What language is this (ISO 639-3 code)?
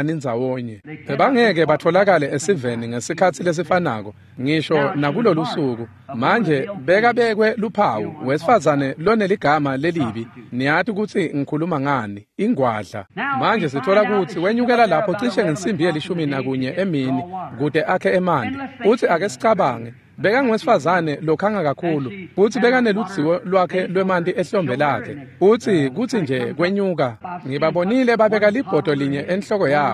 ssw